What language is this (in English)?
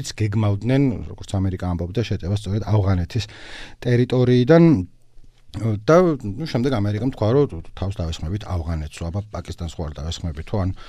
Georgian